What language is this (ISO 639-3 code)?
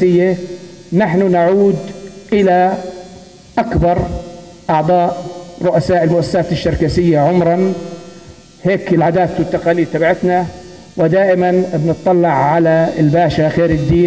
apc